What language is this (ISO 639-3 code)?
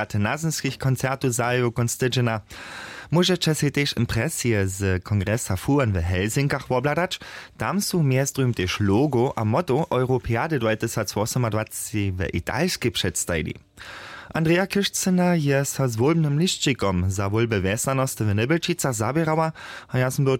hsb